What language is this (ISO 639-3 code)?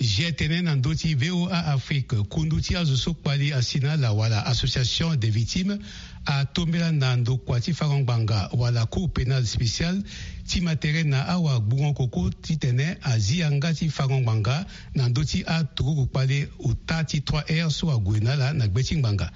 sag